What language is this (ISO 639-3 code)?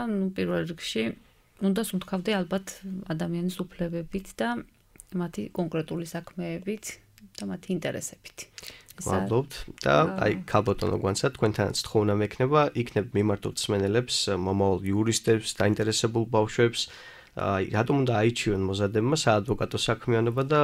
kat